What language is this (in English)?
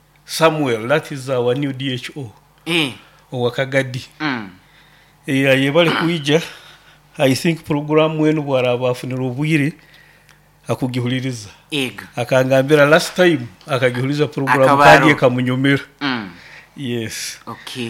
Nyoro